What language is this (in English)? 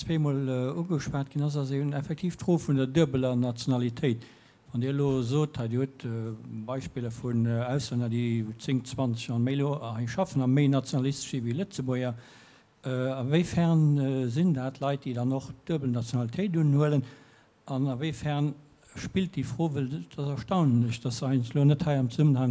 Luxembourgish